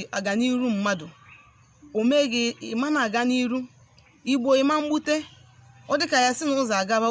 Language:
Igbo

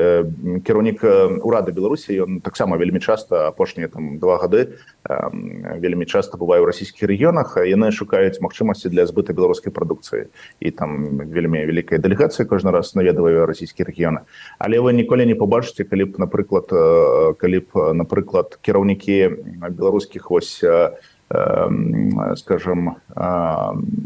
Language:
Belarusian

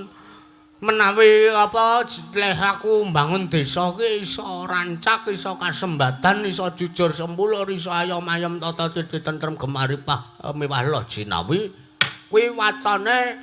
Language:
Javanese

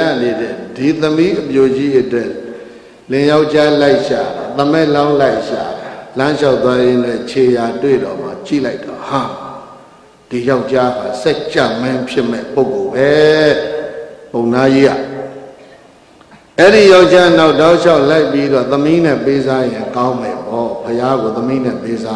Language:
Burmese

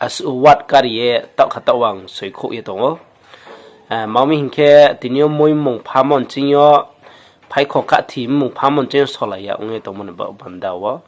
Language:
Riang (India)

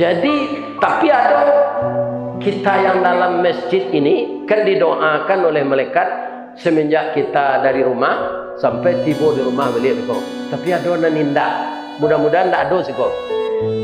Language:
Minangkabau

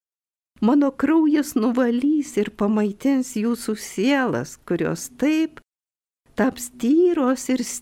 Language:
Lithuanian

